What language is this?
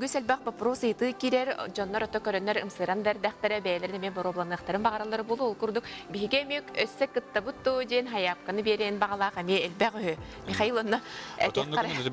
Yakut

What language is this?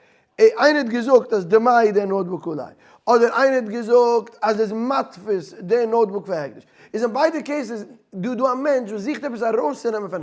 Yiddish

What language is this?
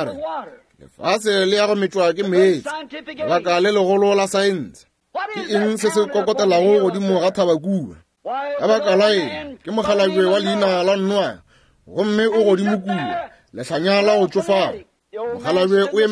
Northern Sotho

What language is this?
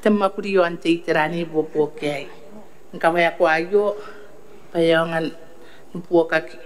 Gilbertese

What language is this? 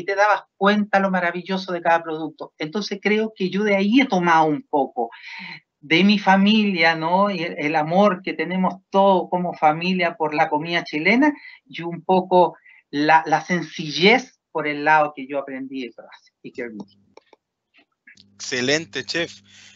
Spanish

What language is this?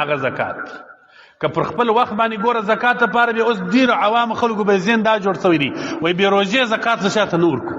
Pashto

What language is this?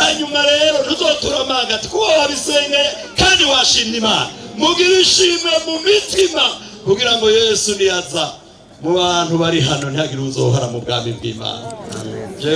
Rundi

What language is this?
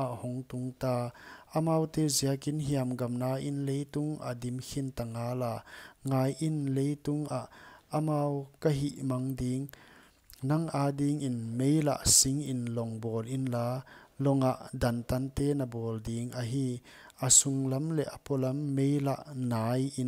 Paite Chin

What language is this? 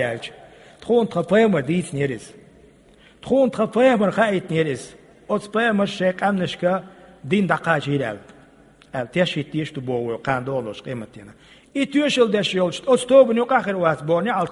Chechen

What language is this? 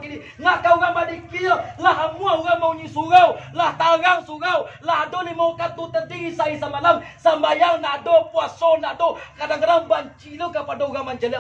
Minangkabau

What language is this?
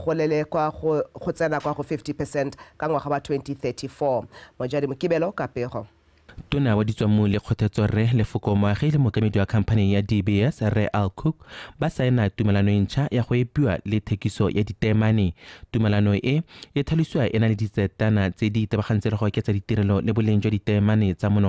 Tswana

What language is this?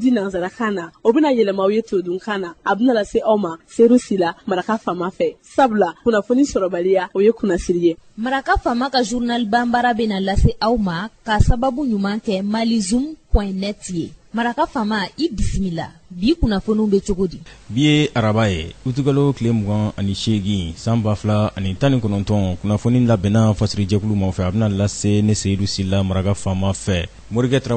Bambara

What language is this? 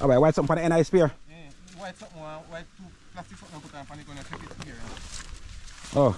Jamaican Creole English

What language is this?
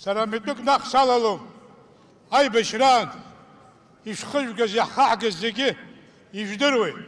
Abkhazian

